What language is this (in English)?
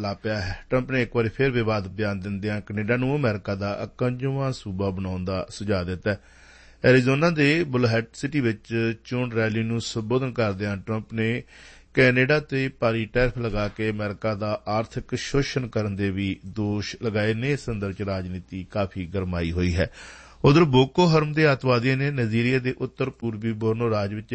Punjabi